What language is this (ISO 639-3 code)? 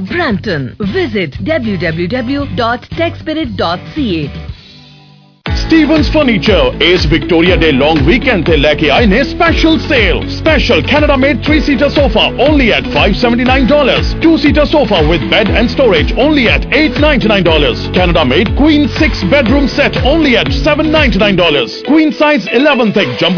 pan